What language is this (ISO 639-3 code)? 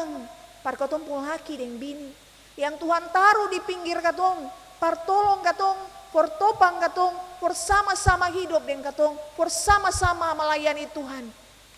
abs